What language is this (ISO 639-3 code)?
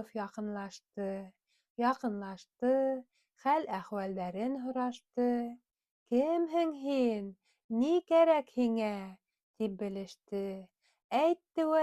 bak